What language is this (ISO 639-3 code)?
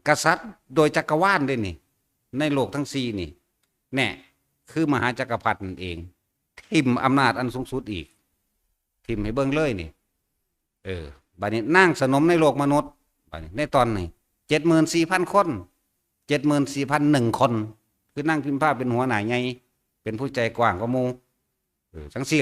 tts